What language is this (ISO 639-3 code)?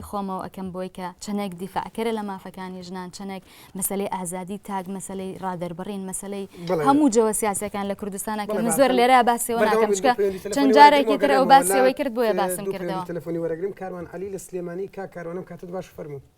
ckb